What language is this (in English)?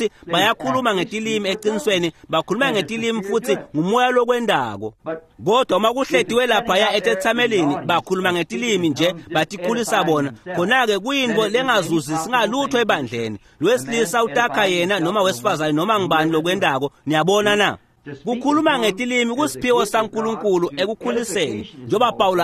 Swati